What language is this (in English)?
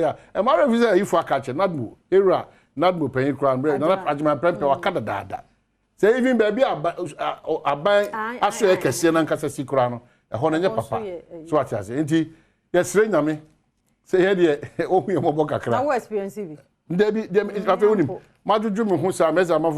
Akan